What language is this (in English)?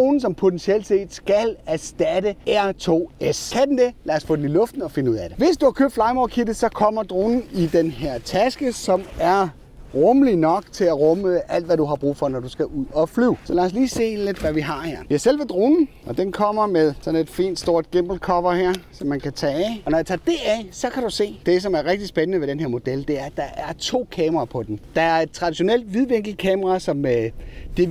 Danish